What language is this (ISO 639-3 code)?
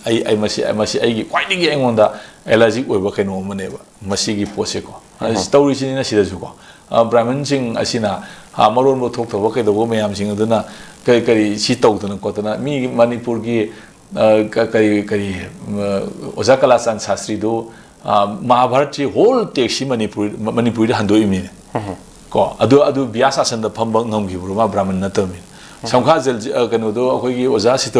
mni